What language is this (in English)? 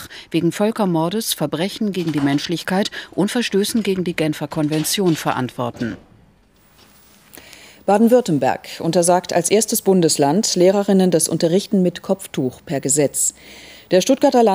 German